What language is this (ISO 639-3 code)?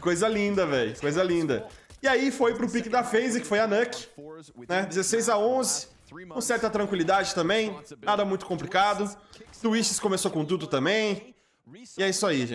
por